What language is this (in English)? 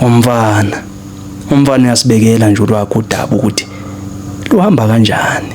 Zulu